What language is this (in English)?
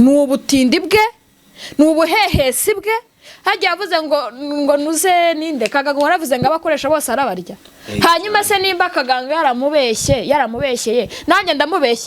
Kinyarwanda